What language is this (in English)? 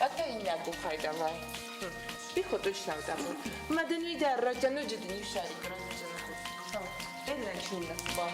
Ossetic